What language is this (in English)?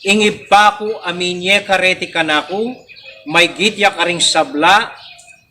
Pampanga